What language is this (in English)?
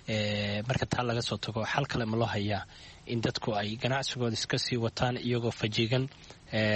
Somali